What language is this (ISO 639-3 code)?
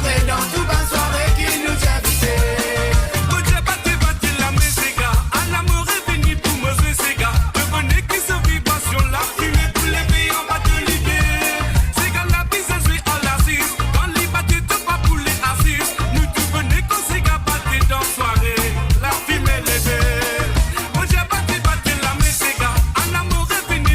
mfe